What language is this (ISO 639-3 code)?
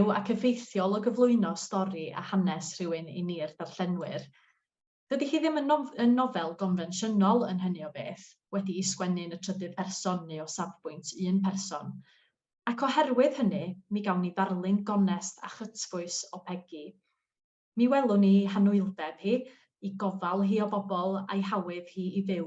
cym